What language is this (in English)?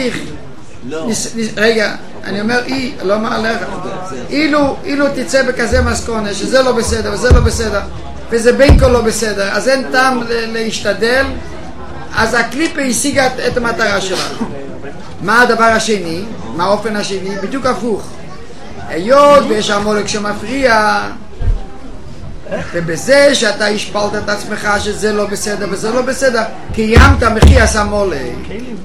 Hebrew